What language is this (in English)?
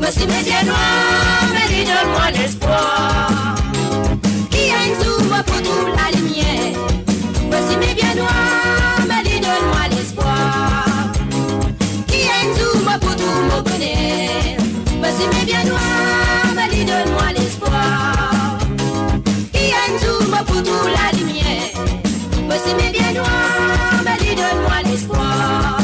Morisyen